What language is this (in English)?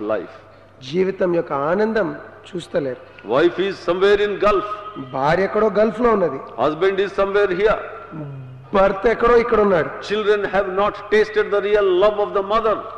Telugu